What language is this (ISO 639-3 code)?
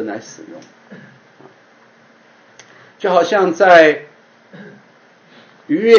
zho